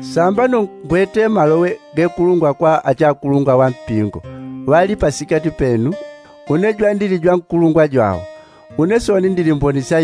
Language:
Yao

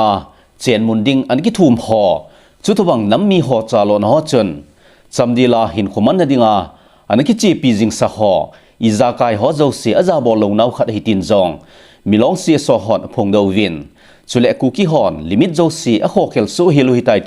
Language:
Thado Chin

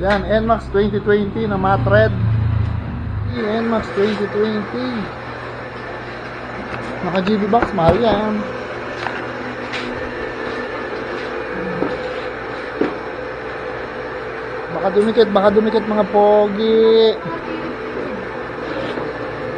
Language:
Filipino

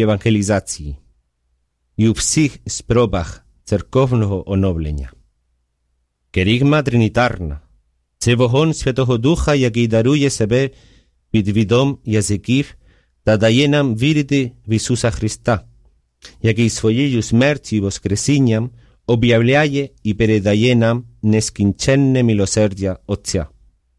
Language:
Ukrainian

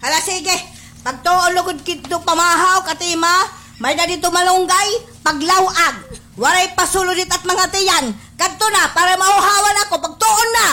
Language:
Waray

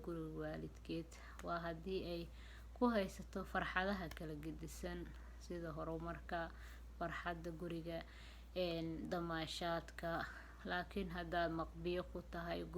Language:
Somali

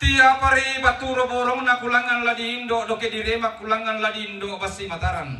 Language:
Toraja-Sa'dan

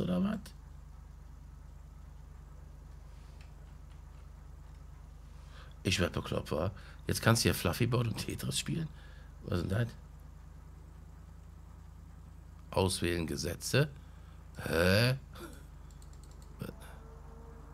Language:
German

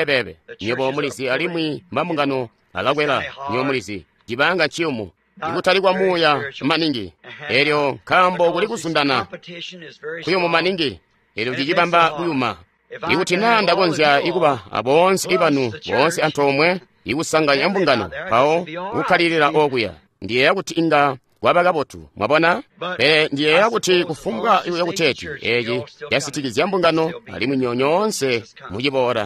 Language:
Tonga (Zambia)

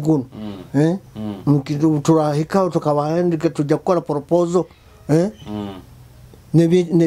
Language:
Nyoro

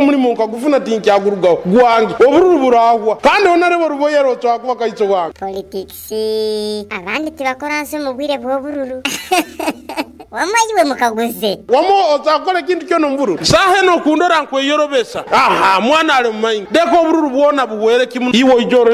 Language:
Nyoro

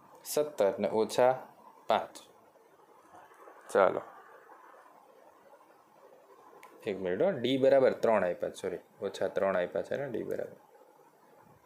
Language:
Gujarati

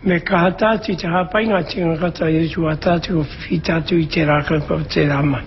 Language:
Māori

